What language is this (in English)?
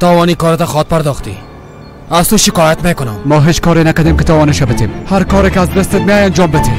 Persian